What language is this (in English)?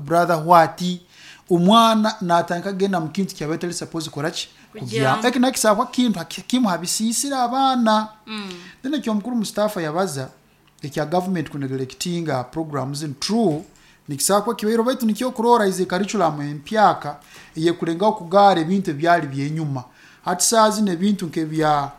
Nyoro